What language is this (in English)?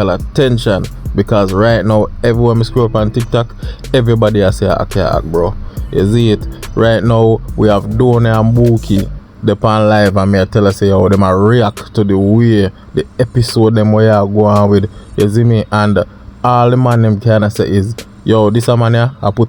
Jamaican Creole English